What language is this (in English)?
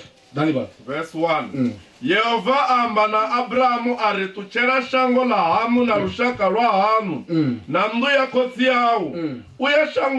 Venda